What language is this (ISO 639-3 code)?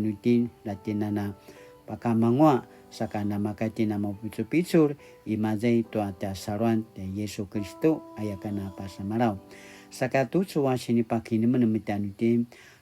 pwn